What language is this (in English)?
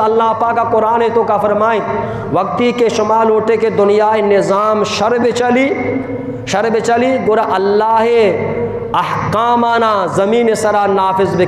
Eastern Balochi